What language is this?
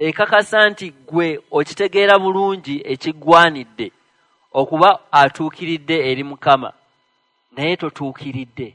Ganda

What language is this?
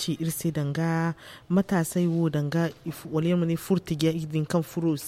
Zarma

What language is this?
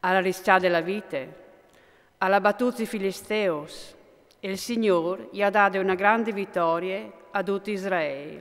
Friulian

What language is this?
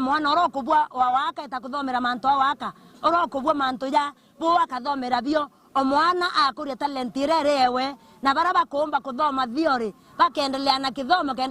Meru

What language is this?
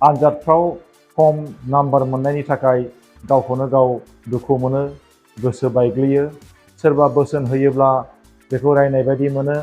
Bodo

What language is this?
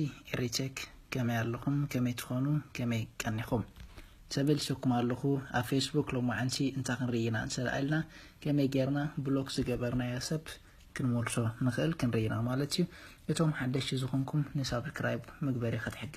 Tigrinya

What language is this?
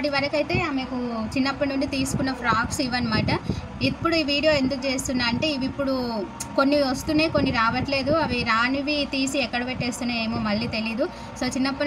Telugu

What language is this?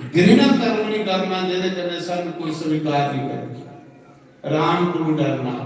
Dogri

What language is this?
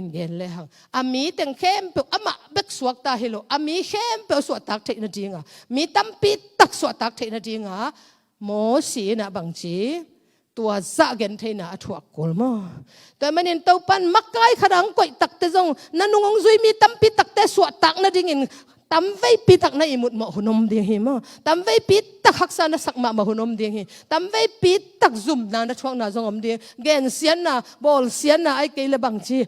Tedim Chin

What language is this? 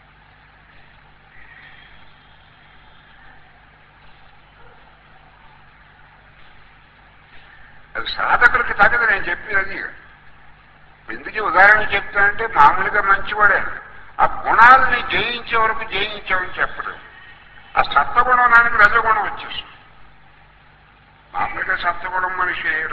Telugu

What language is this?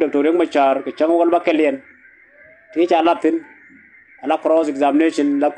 Nuer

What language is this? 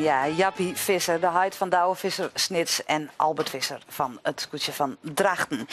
Western Frisian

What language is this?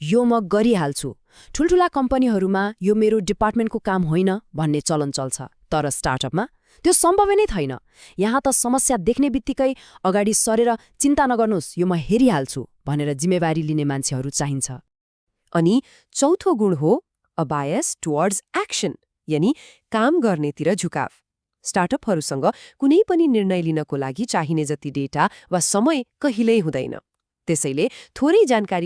Nepali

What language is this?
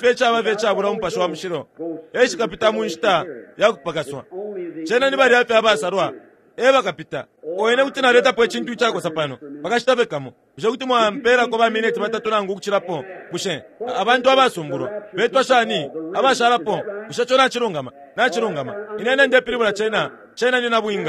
Bemba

